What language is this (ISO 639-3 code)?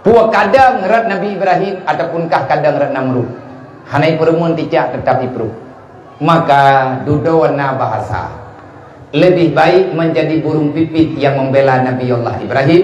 ace